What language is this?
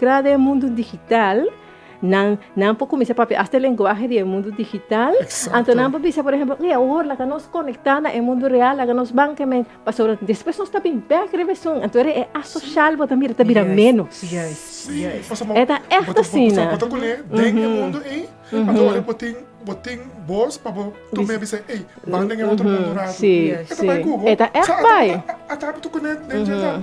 Papiamento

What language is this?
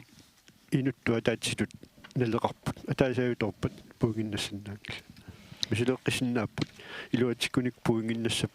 Kalaallisut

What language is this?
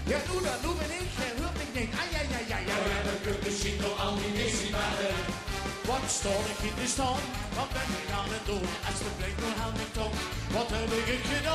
Limburgish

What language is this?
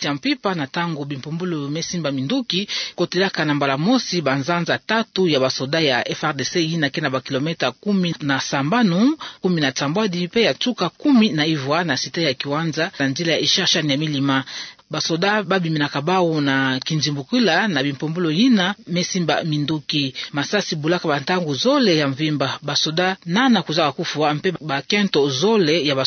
Kituba (Democratic Republic of Congo)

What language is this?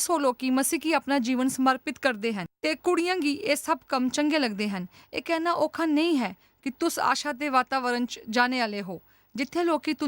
Dogri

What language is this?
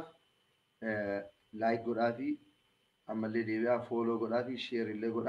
Oromo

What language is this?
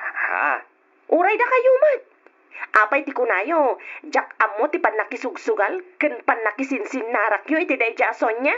Iloko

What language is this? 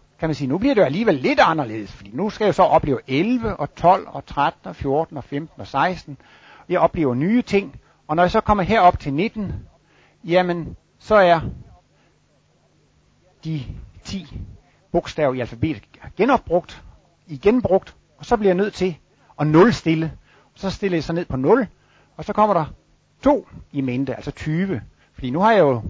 Danish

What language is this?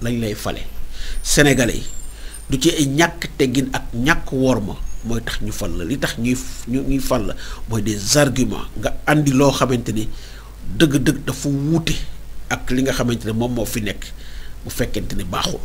Wolof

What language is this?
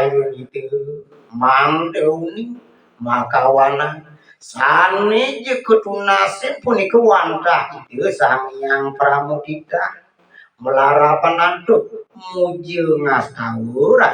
Balinese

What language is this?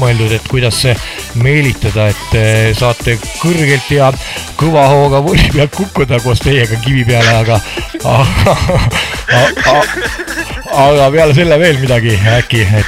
Estonian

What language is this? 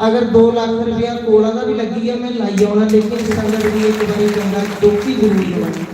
Dogri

